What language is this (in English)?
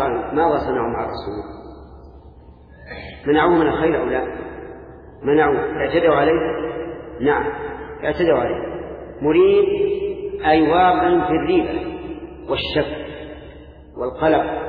Arabic